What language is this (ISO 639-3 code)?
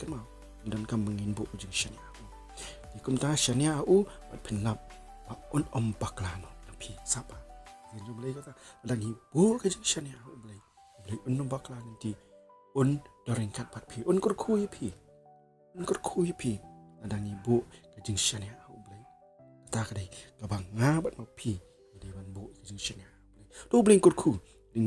kha